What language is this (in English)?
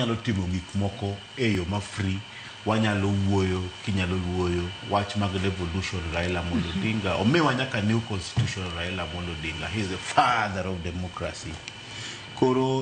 Luo (Kenya and Tanzania)